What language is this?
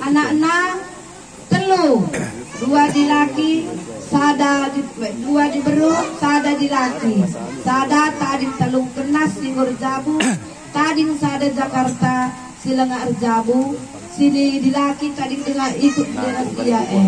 Batak Karo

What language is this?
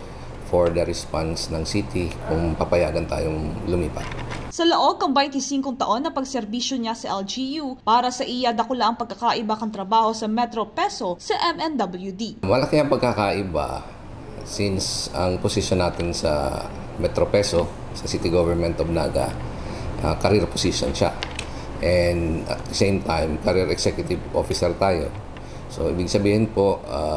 Bikol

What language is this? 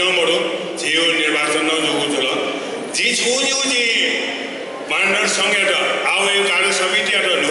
Newari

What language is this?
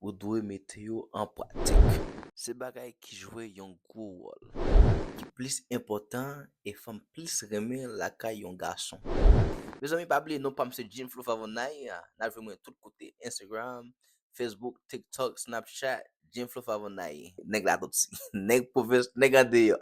Haitian Creole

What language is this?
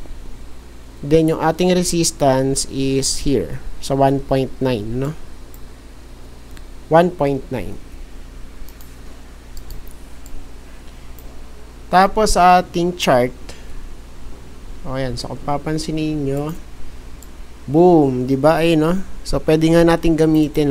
Filipino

